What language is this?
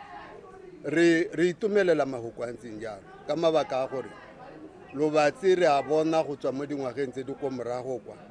Tswana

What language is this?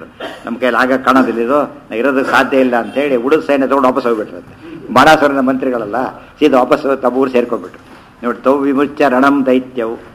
Kannada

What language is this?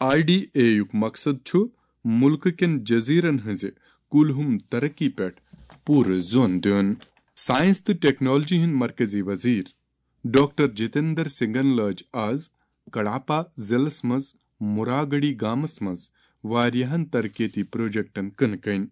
Kashmiri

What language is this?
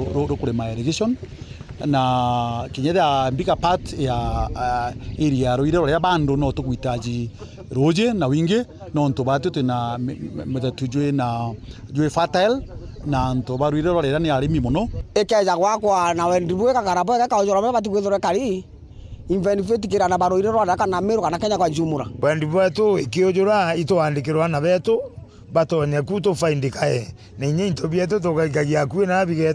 Meru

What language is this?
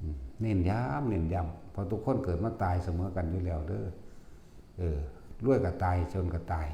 Northeastern Thai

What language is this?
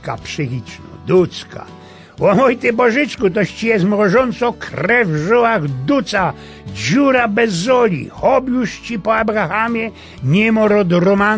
Silesian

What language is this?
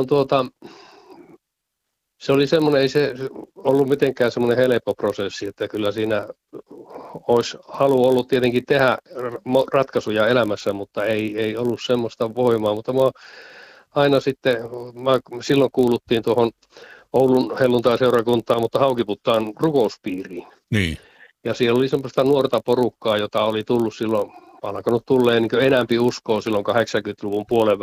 Finnish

